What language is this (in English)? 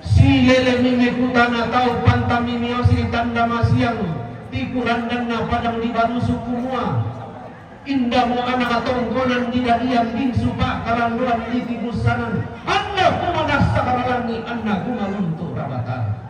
Toraja-Sa'dan